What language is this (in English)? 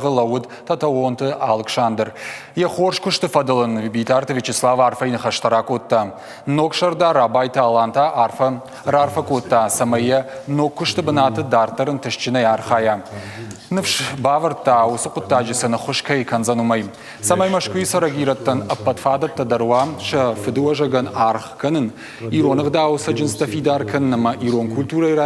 Ossetic